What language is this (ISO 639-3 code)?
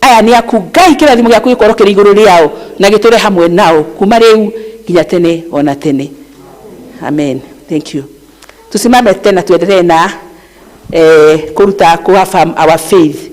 kik